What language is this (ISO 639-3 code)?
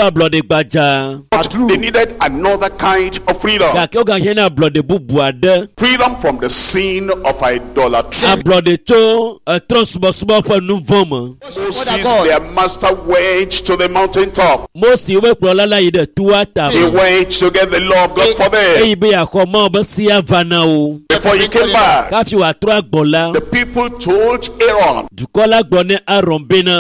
ewe